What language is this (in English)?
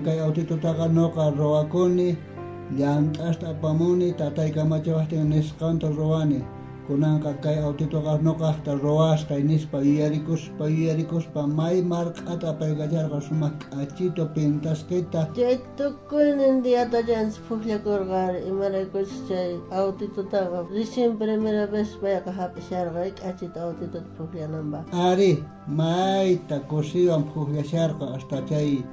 South Bolivian Quechua